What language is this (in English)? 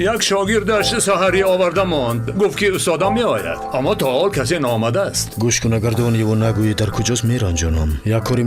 Tajik